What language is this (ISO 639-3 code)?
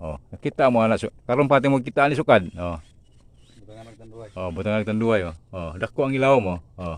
ceb